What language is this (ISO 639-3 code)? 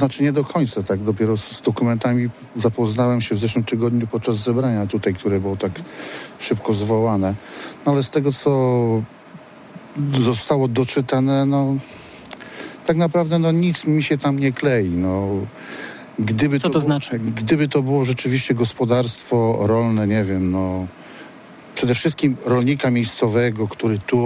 pol